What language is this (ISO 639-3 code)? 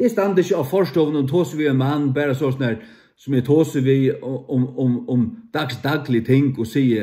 fao